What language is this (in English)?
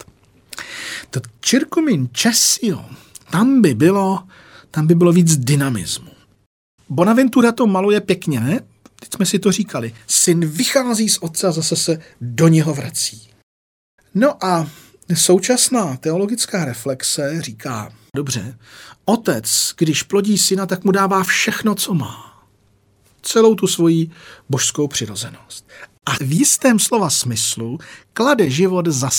Czech